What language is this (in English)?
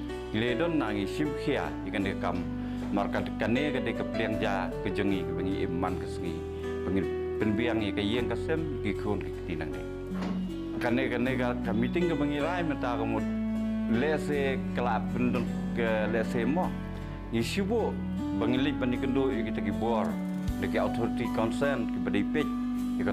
Khasi